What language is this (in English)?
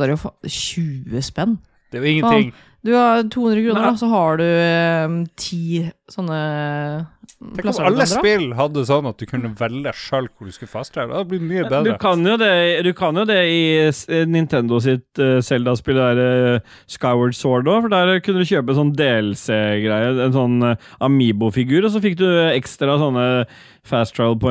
Norwegian